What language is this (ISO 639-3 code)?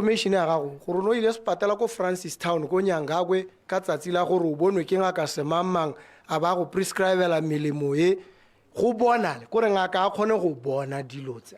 tsn